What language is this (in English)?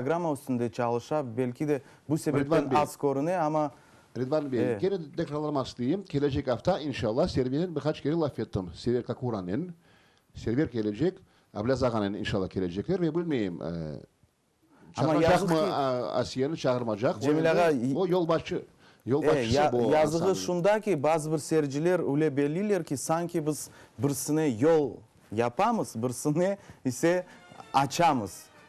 Crimean Tatar